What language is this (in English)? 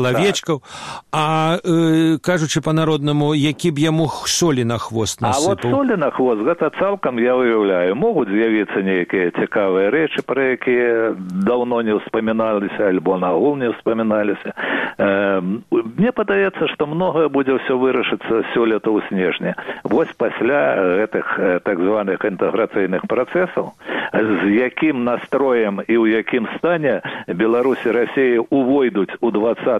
Belarusian